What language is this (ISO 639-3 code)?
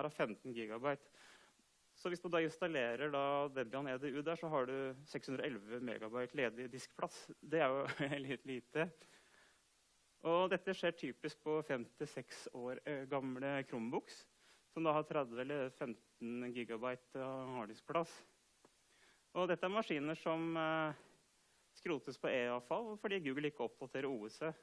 nor